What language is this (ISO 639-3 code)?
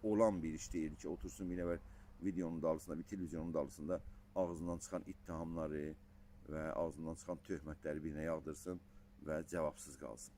azb